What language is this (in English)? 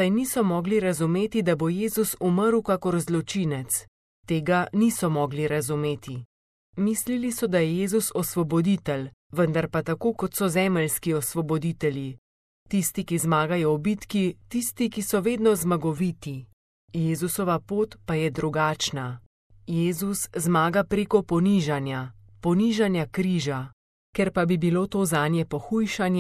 Slovenian